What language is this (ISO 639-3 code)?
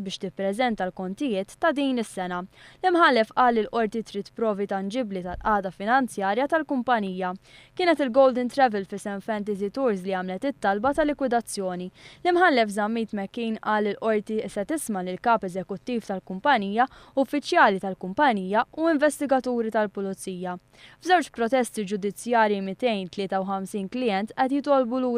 mlt